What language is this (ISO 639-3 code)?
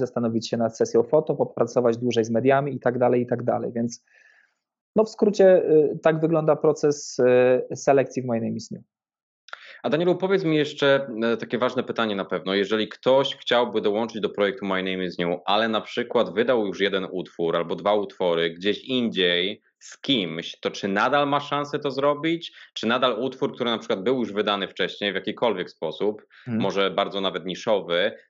pol